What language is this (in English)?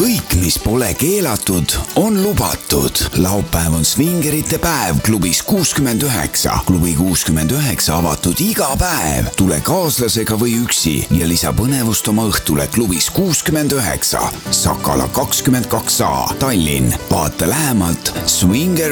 Estonian